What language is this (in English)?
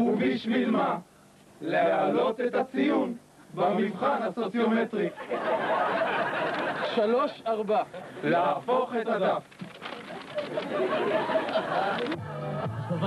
Hebrew